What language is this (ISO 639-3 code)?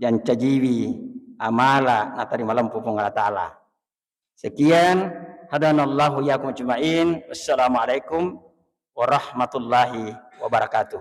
bug